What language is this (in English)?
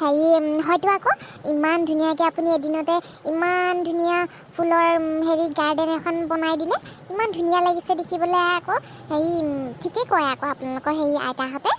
Assamese